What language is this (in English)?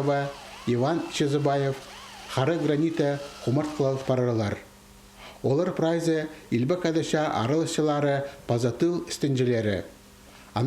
Khakas